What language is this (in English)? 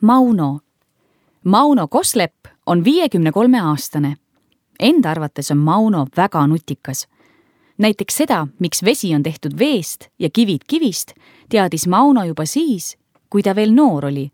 Estonian